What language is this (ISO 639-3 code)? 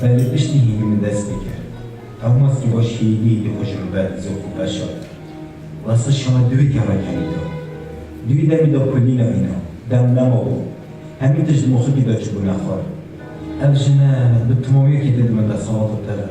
kur